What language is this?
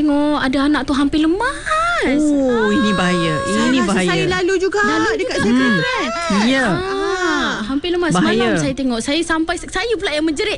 Malay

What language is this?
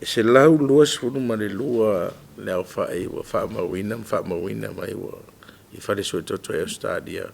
Samoan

